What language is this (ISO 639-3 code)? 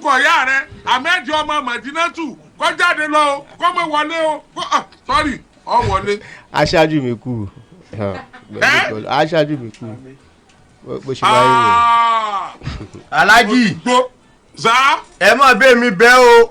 yor